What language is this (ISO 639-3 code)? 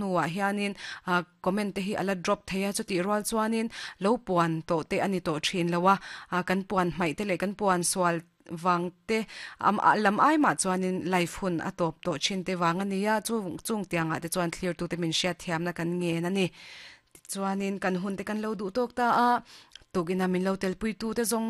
lus